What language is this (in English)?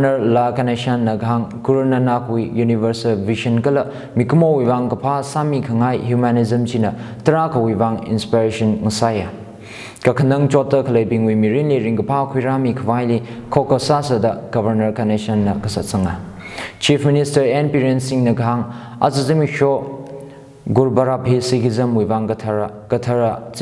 Tangkhul Naga (India)